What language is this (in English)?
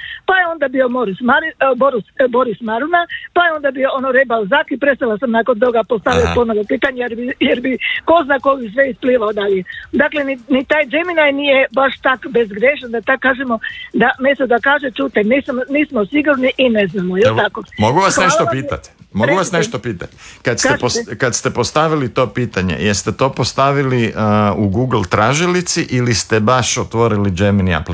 Croatian